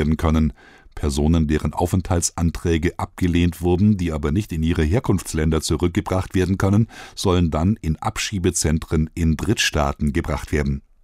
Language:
German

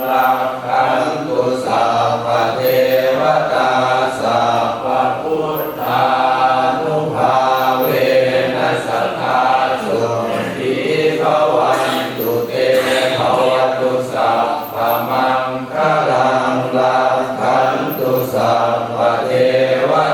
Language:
Pali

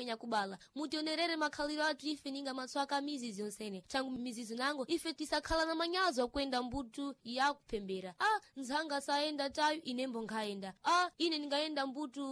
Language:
Sena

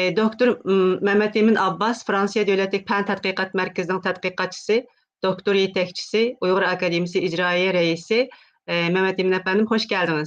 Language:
Uyghur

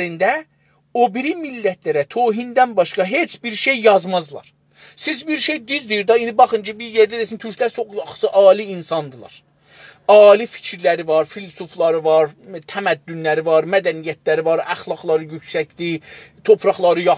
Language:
South Azerbaijani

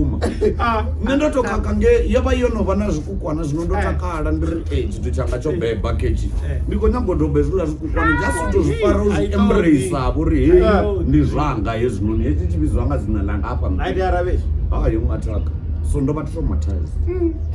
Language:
Venda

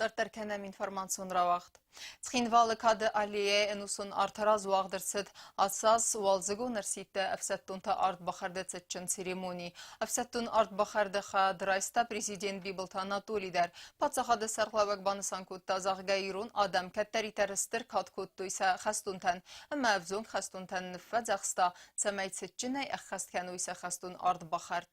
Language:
Ossetic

